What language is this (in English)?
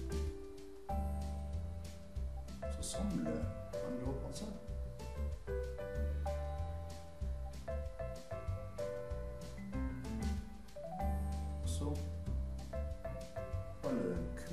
Norwegian